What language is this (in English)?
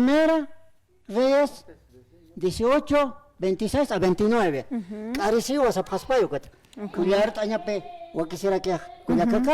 Aymara